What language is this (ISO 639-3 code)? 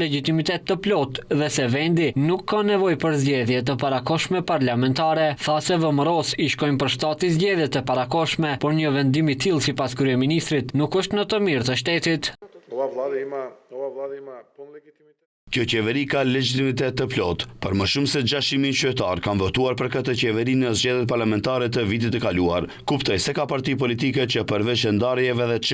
sqi